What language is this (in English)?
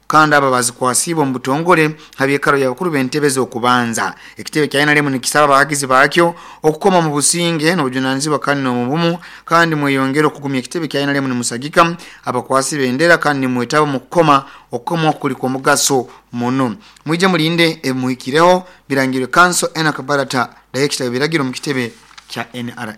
Nyoro